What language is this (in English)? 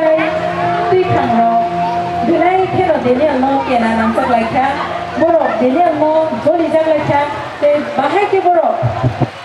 Kok Borok